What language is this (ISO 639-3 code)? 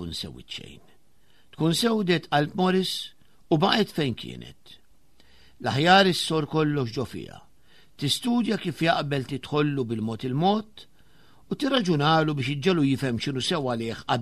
mlt